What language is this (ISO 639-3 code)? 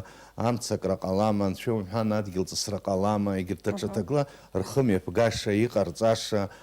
abk